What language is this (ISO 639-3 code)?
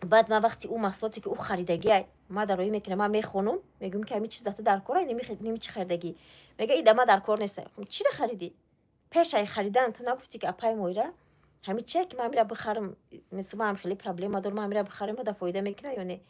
tgk